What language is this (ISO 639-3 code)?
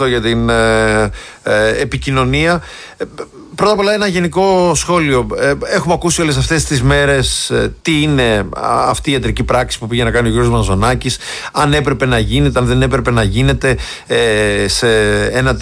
ell